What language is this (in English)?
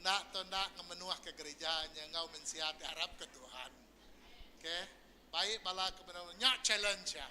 Iban